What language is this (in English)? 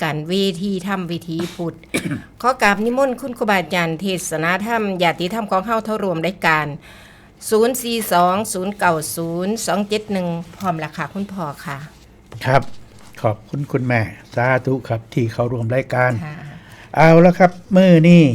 Northeastern Thai